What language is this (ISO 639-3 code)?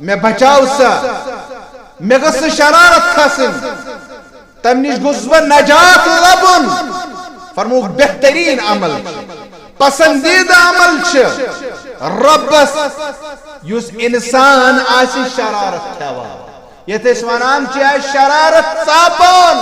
kas